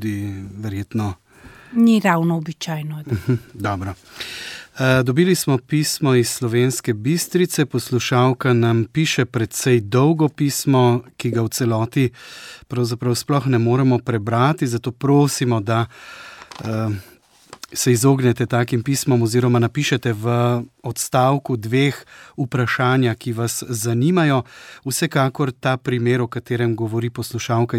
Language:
Slovenian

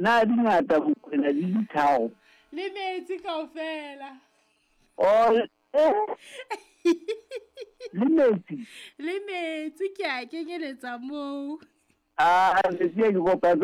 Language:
Southern Sotho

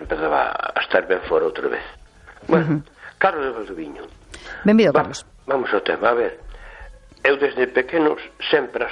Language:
Galician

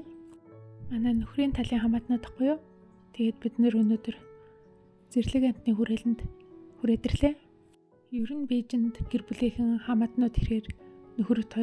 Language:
Mongolian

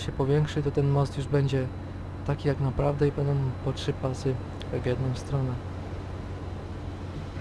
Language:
Polish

